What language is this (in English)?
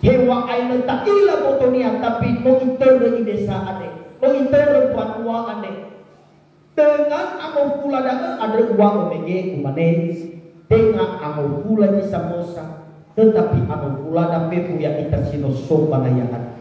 Nias